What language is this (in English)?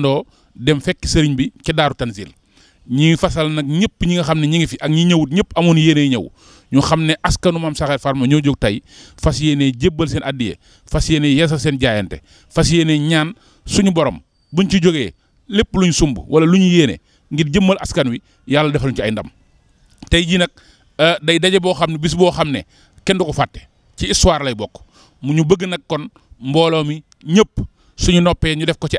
Wolof